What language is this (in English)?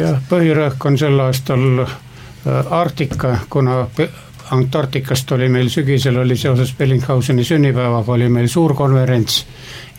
Estonian